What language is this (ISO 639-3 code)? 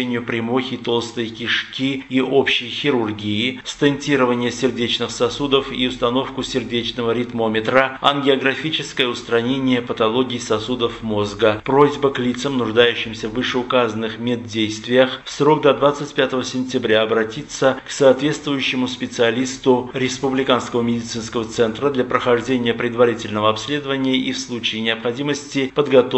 rus